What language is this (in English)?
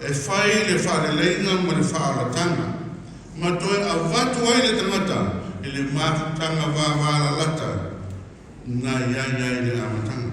Samoan